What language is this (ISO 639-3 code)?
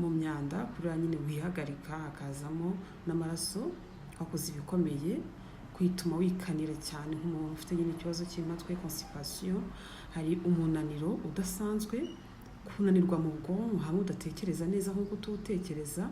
kin